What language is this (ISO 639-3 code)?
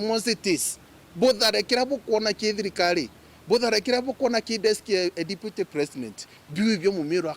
mer